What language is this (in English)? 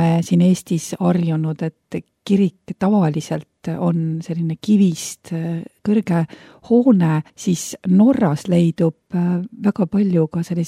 Estonian